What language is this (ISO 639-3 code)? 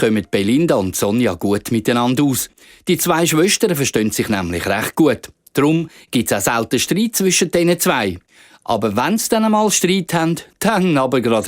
gsw